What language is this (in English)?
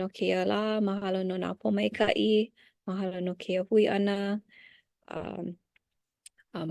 Hawaiian